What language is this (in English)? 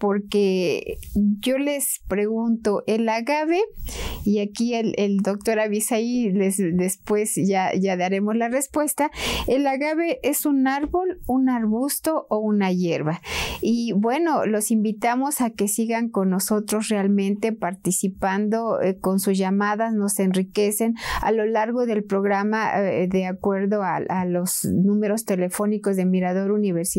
Spanish